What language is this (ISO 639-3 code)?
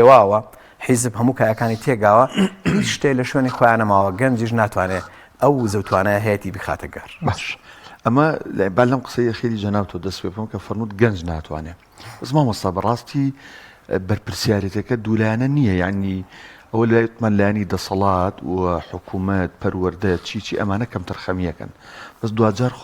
ckb